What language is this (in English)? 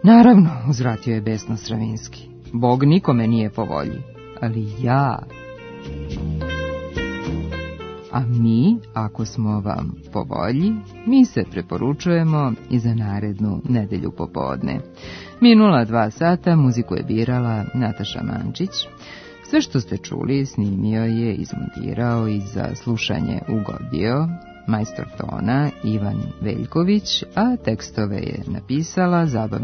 Serbian